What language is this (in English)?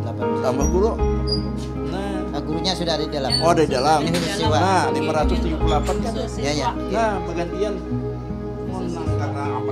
Banjar